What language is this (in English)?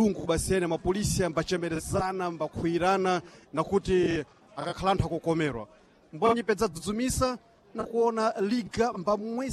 Sena